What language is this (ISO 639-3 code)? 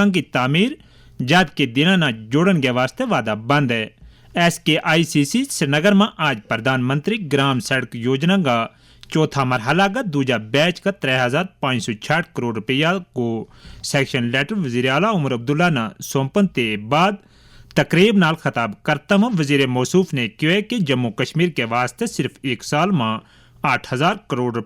gju